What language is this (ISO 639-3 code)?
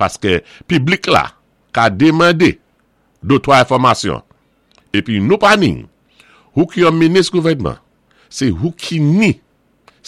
acf